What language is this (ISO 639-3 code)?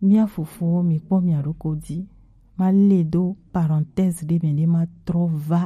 gej